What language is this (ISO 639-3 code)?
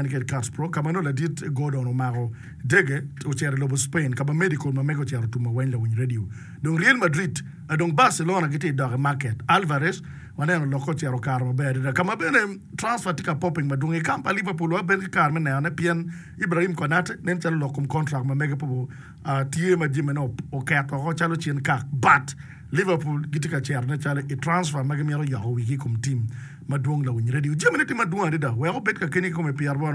ach